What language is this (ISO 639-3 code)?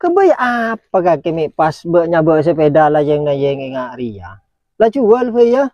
mad